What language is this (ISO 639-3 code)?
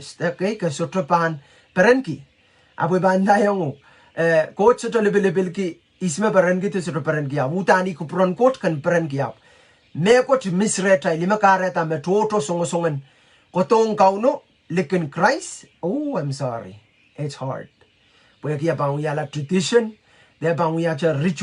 pon